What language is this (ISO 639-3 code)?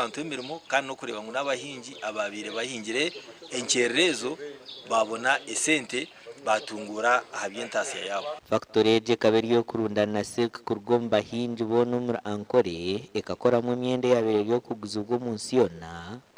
nyn